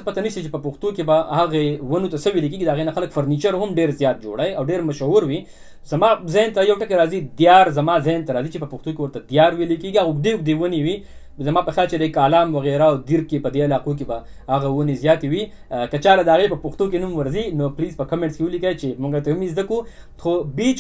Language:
Pashto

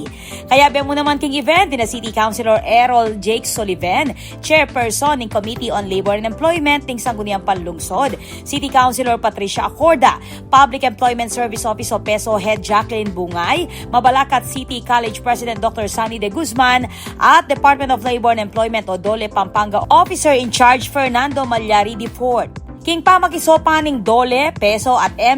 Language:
Pampanga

